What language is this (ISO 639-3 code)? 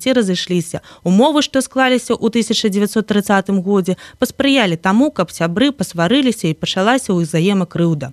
bel